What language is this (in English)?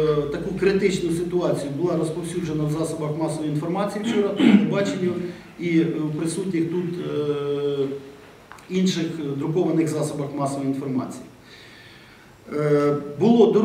Ukrainian